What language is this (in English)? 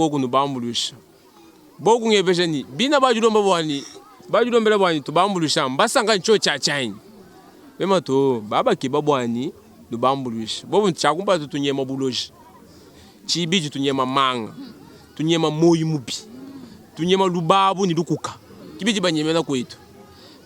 Luba-Lulua